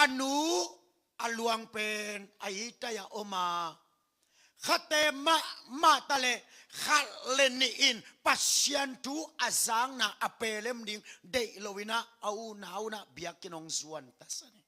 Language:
Tedim Chin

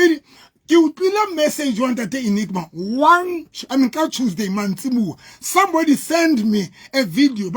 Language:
Southern Sotho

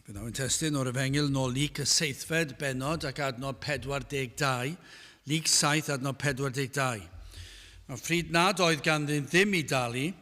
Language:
Welsh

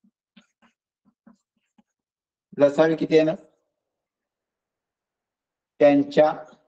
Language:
Marathi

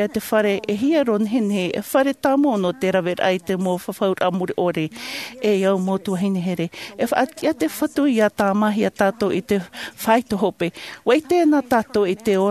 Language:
Tahitian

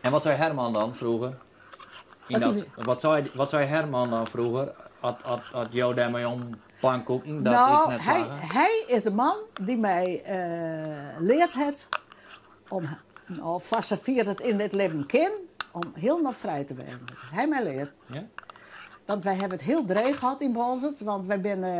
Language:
Western Frisian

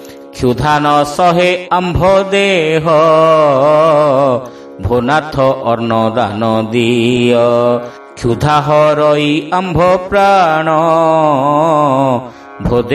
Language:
Odia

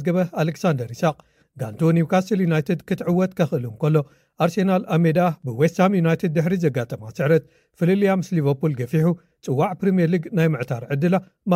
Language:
Tigrinya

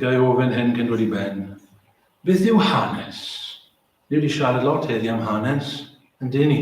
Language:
Welsh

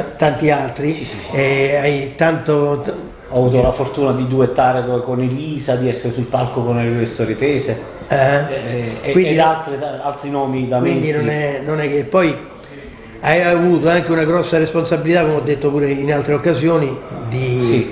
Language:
Italian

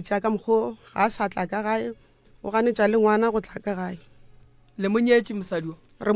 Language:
Northern Sotho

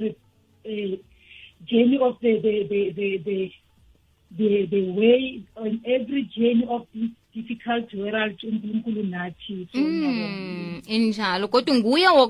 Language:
South Ndebele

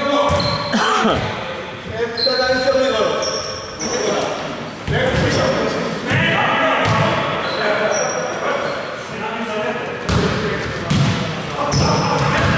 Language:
Greek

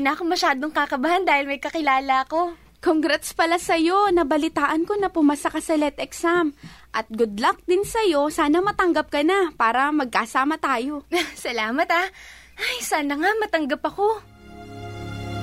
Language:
Filipino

